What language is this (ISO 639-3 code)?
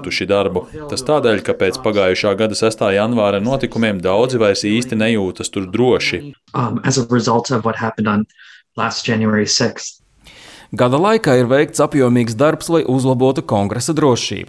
lav